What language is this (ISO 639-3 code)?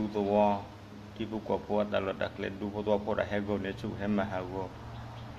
ksw